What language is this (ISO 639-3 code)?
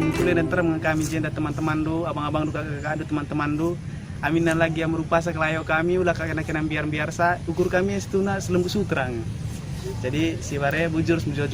btx